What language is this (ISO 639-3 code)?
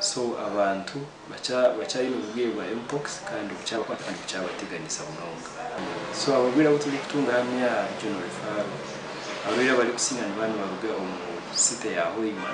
nyn